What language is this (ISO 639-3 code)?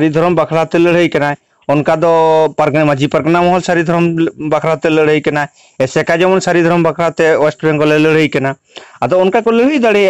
sat